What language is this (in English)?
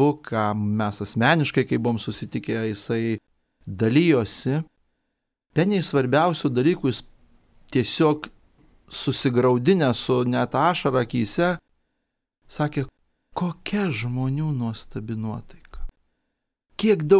Lithuanian